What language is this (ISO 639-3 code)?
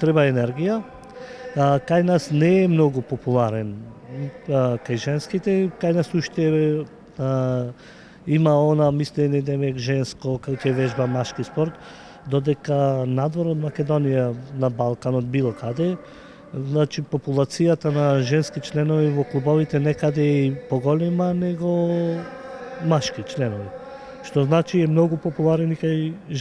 mkd